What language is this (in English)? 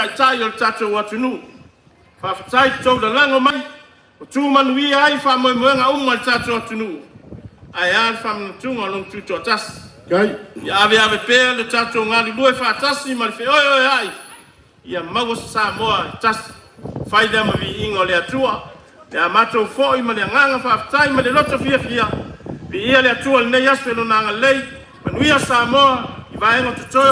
Samoan